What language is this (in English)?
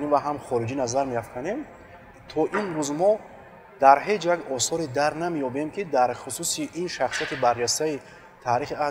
Tajik